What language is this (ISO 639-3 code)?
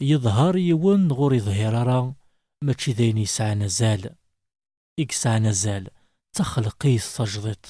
kab